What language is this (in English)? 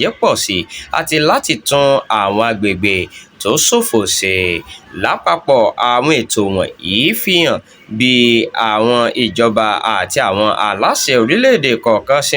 Yoruba